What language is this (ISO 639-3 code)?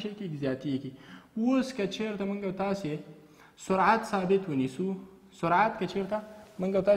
pus